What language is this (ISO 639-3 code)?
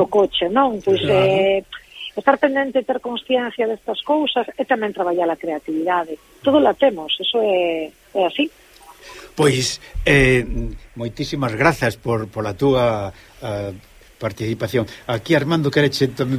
glg